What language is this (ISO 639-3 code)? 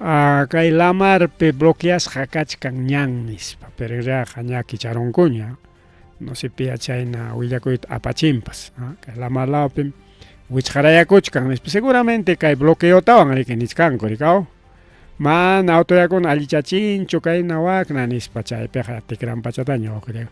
quy